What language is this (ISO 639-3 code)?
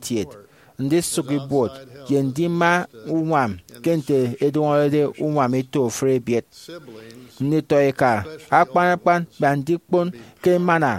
efi